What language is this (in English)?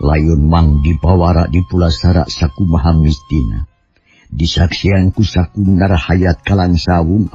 Sundanese